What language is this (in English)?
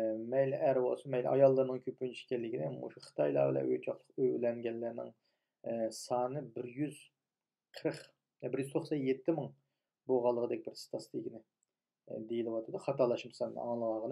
Uyghur